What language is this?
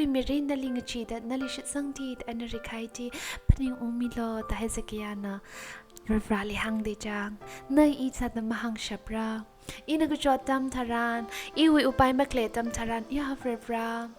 Tangkhul Naga (India)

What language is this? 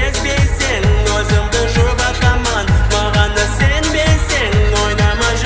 Kara-Kalpak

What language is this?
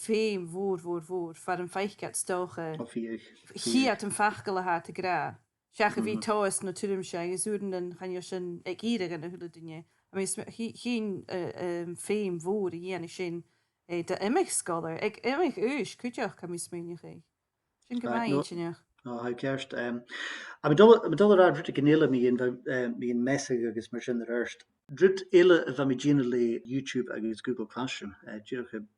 Scottish Gaelic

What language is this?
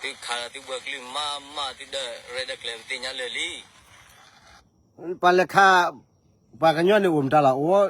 S'gaw Karen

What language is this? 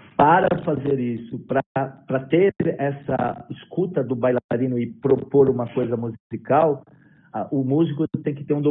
Portuguese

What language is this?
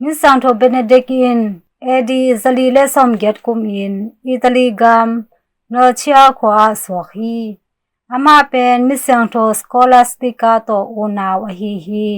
Tedim Chin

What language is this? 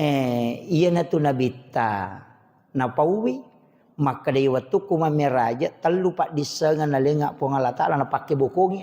Buginese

